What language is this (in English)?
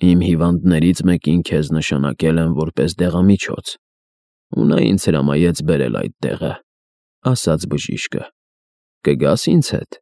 Armenian